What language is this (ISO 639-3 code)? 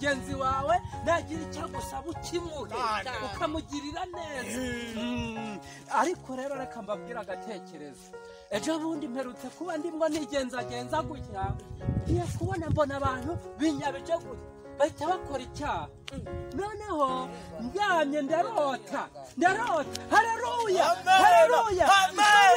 kin